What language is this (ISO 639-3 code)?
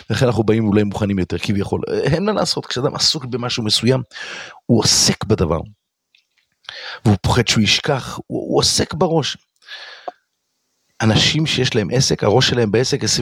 heb